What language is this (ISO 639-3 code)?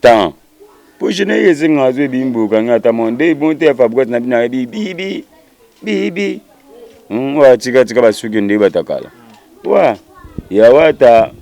lin